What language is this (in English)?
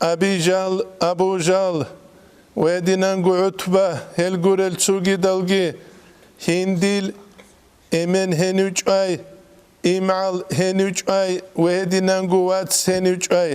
Avaric